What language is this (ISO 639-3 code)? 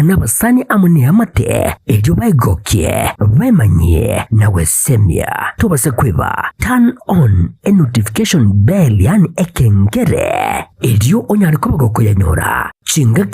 guz